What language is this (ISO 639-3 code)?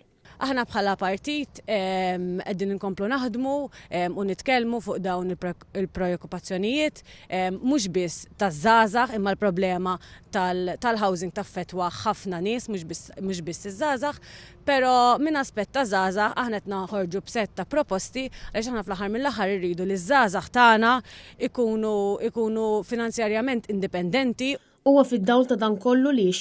mlt